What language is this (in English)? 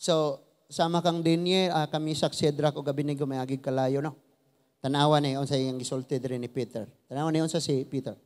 Cebuano